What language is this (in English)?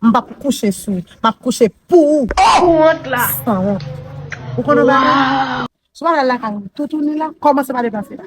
Haitian Creole